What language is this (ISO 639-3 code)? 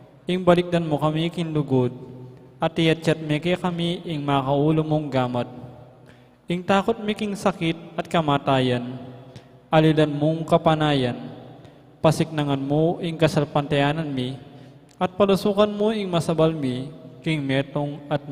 pam